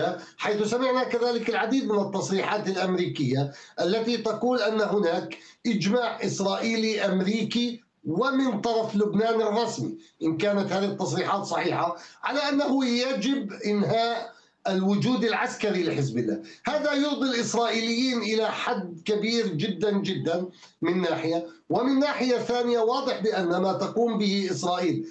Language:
Arabic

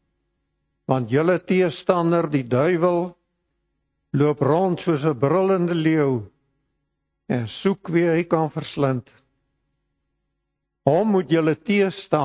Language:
Afrikaans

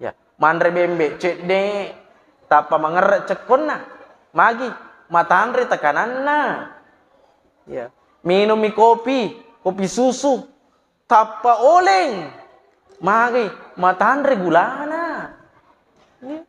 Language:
Buginese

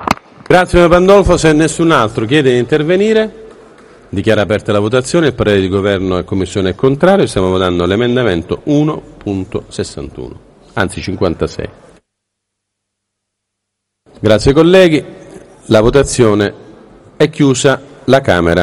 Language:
Italian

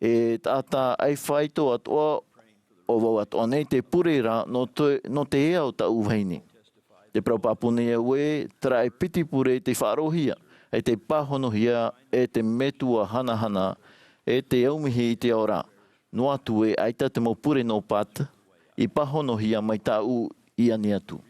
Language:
Tahitian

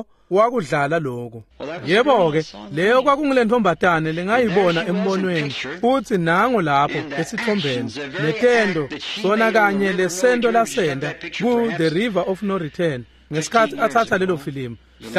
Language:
Swati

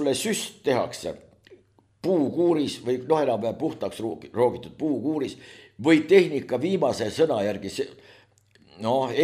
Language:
Estonian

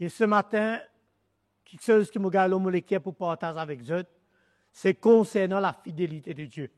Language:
Morisyen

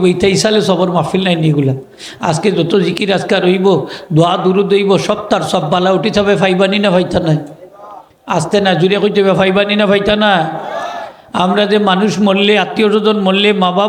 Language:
Sylheti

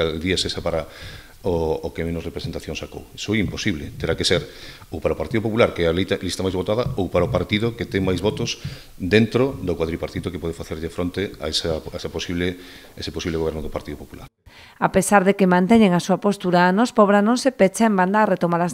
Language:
Galician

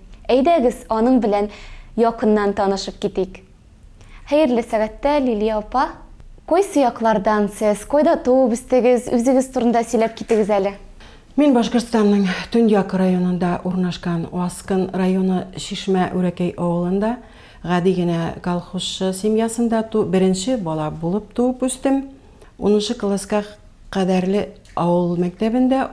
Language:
Tatar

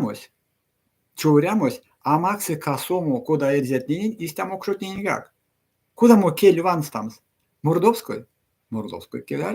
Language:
Erzya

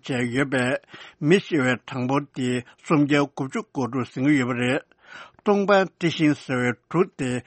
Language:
Tibetan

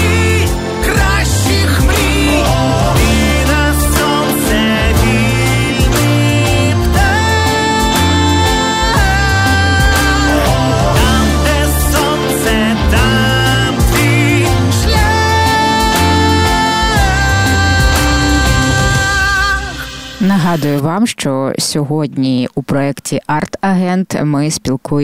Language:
Ukrainian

